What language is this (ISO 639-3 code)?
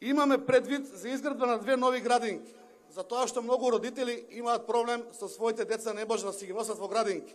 mkd